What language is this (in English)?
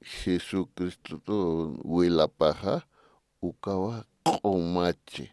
Aymara